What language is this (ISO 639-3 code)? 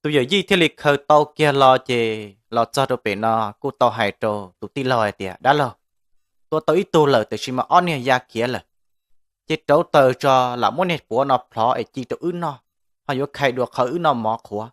hmn